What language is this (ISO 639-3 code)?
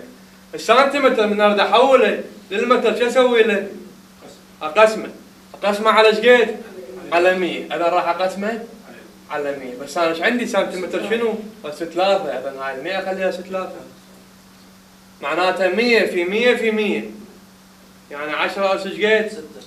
acm